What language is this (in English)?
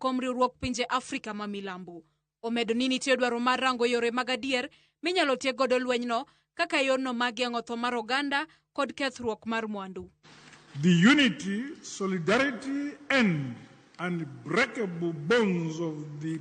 Luo (Kenya and Tanzania)